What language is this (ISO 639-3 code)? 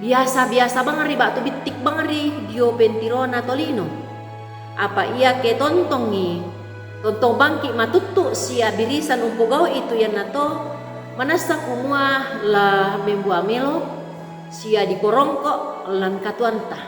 sda